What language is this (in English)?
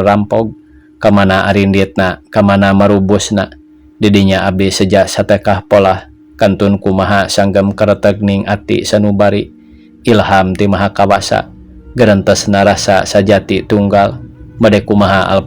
Sundanese